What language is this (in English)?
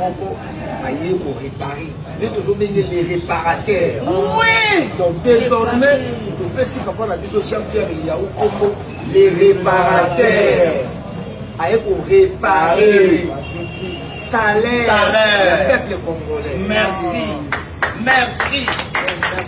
Lingala